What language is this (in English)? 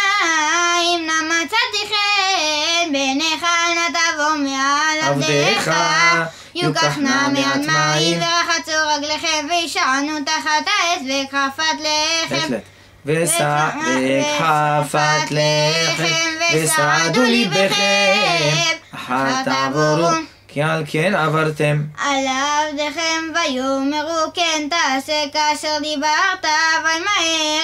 Hebrew